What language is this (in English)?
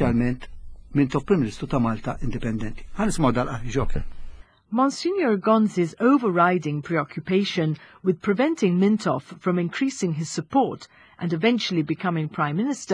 Maltese